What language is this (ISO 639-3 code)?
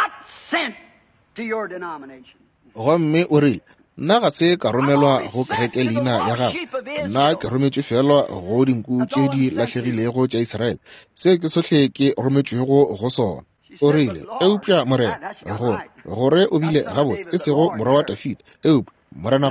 nso